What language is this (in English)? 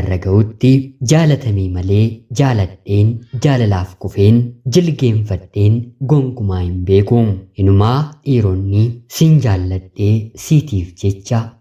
Oromo